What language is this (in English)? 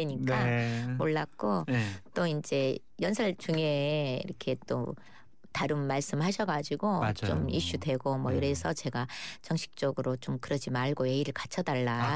Korean